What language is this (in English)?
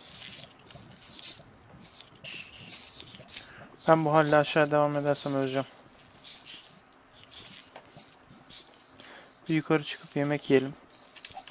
Turkish